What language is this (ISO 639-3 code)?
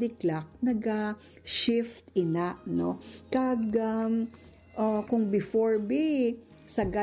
hil